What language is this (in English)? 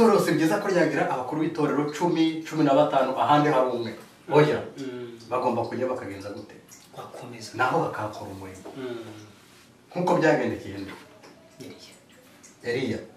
Kinyarwanda